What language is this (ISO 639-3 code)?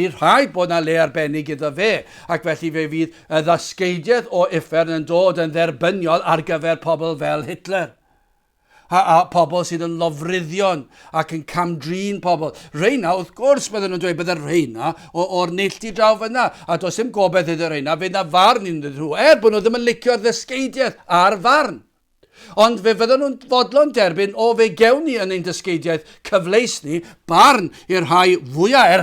cym